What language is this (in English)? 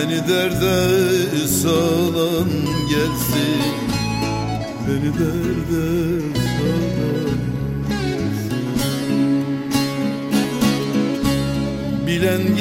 Turkish